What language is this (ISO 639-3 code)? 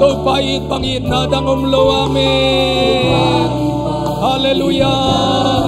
ctd